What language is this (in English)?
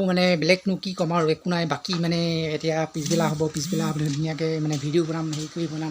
Assamese